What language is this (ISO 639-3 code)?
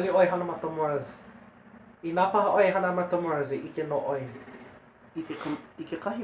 haw